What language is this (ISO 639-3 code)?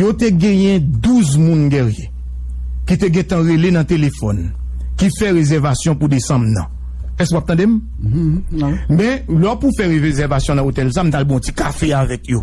hat